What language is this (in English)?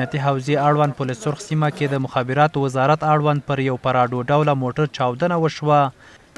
Pashto